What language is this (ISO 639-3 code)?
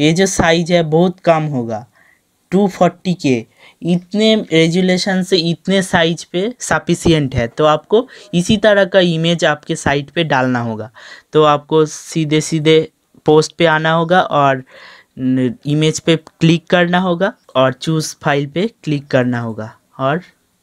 hin